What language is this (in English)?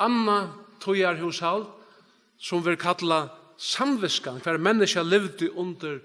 Faroese